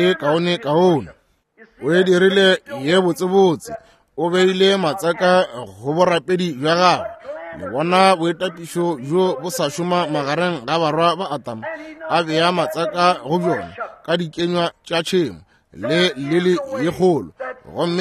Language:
Northern Sotho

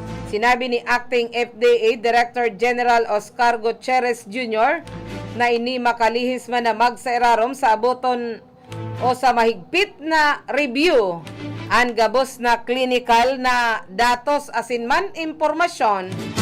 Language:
Bikol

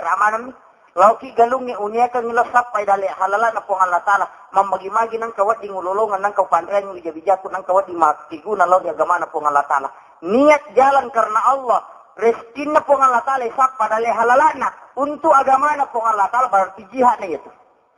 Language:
Buginese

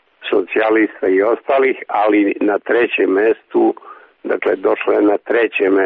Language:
Serbian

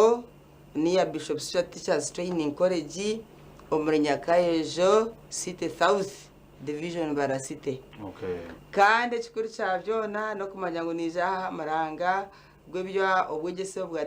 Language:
Nyankole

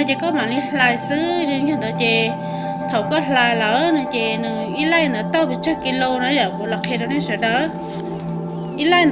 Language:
Hmong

